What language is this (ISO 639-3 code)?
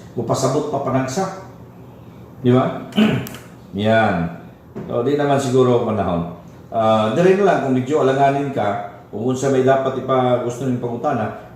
ceb